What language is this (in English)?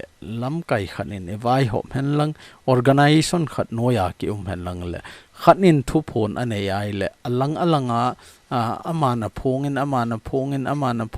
Thado Chin